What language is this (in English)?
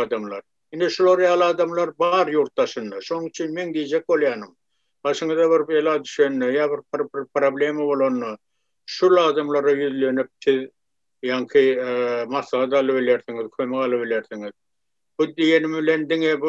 Turkmen